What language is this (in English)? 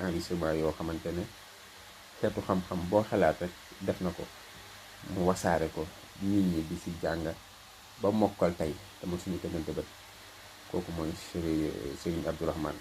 Wolof